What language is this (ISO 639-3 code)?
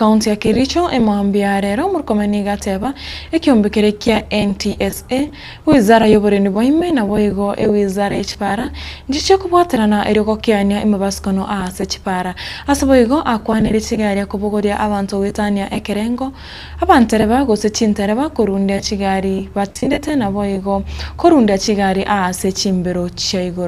guz